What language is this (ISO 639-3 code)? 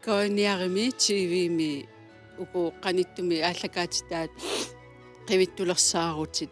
kal